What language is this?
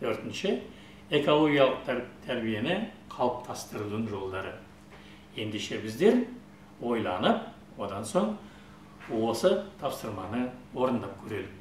Kazakh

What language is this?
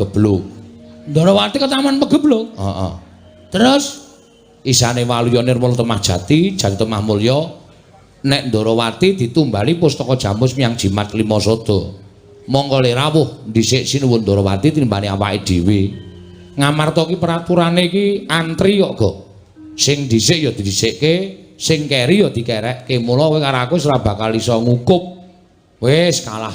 Javanese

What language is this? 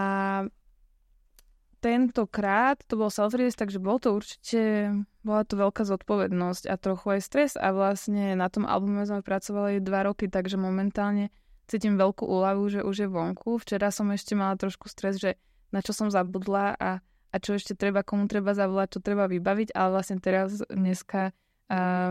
Slovak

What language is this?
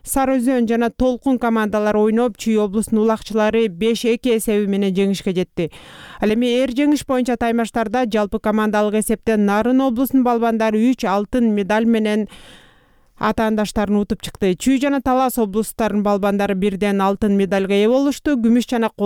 Kyrgyz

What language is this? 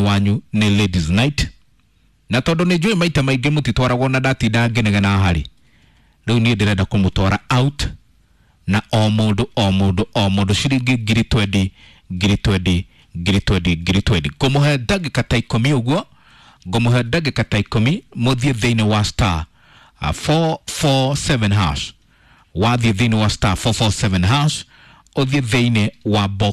Kikuyu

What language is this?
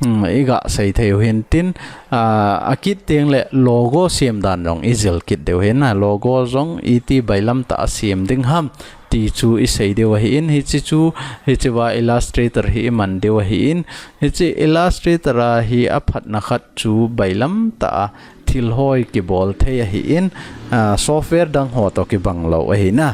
Thado Chin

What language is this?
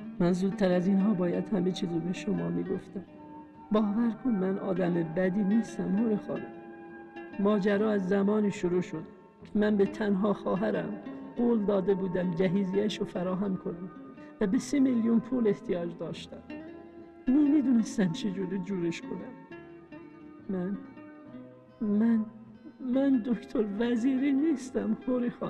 Persian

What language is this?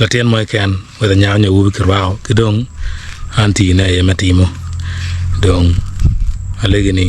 Acoli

